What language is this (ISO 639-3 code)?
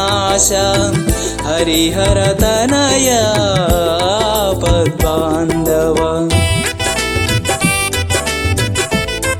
tel